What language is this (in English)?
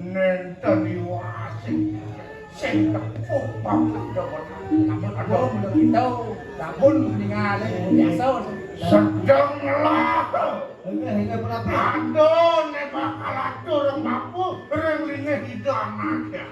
Balinese